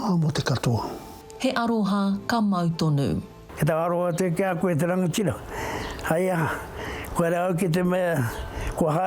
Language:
Māori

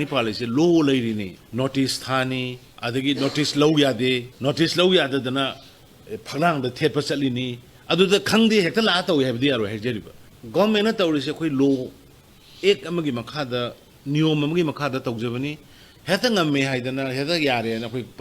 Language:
Manipuri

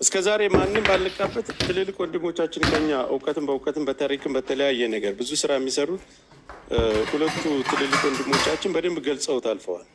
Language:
Amharic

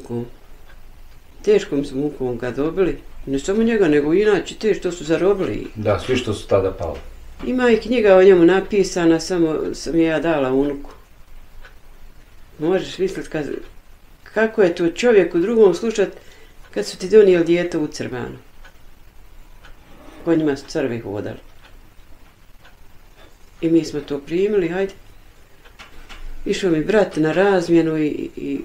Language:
Bosnian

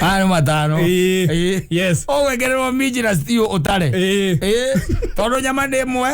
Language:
Kikuyu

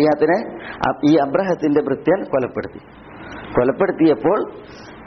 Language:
Malayalam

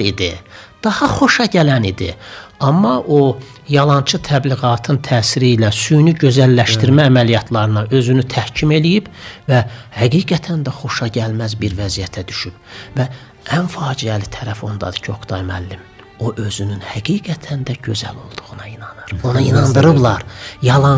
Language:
Azerbaijani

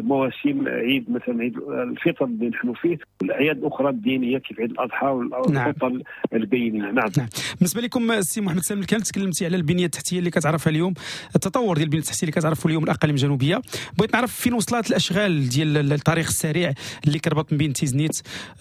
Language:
Moroccan Arabic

